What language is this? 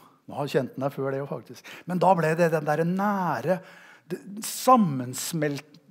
Norwegian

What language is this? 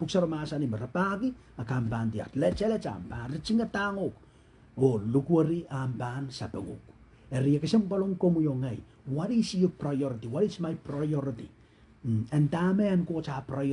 Pohnpeian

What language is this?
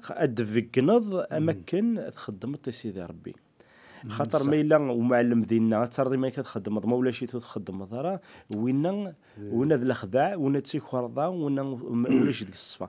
Kabyle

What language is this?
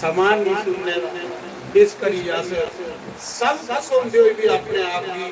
Dogri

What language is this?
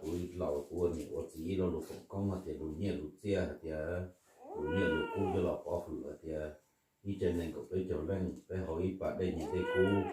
Hmong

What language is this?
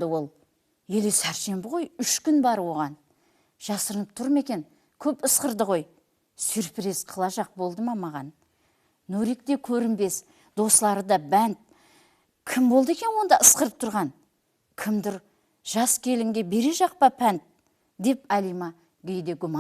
Kara-Kalpak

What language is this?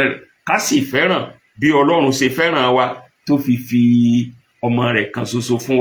Yoruba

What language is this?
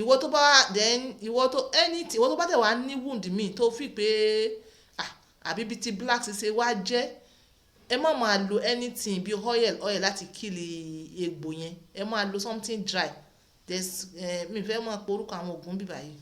Yoruba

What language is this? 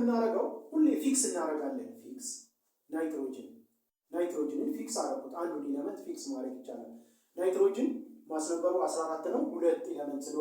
Amharic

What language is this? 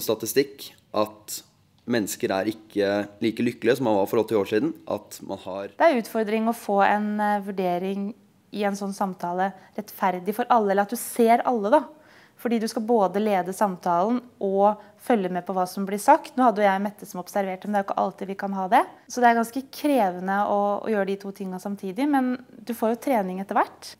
Norwegian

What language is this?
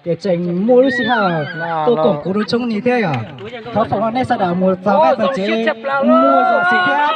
Hmong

